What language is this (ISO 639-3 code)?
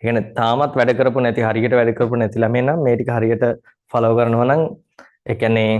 sin